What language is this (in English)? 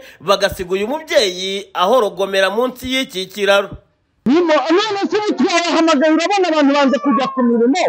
Kinyarwanda